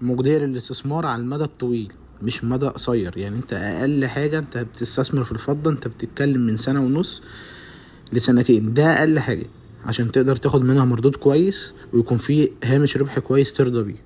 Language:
Egyptian Arabic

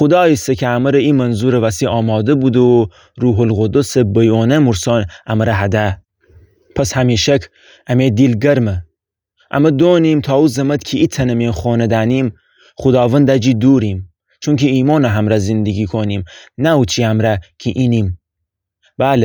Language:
Gilaki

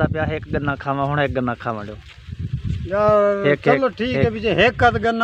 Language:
Saraiki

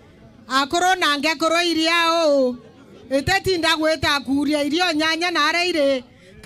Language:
Meru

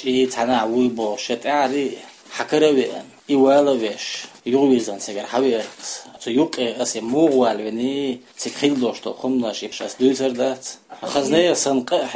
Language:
Chechen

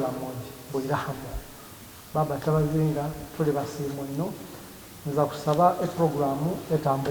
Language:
Soga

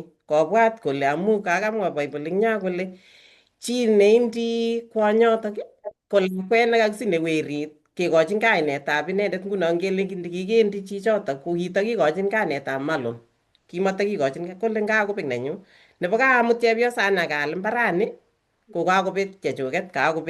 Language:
Kalenjin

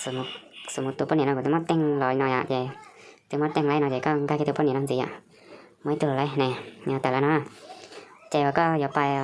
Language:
Hmong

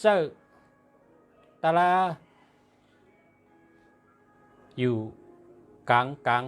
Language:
Shan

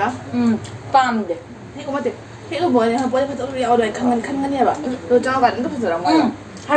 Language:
Manipuri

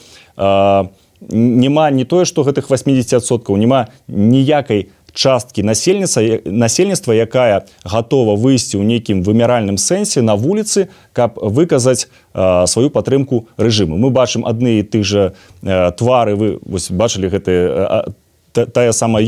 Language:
Belarusian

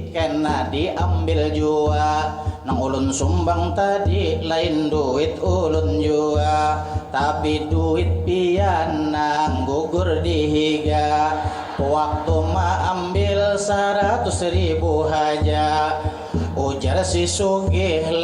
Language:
Banjar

